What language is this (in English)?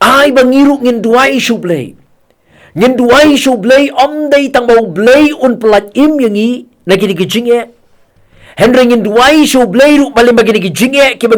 Khasi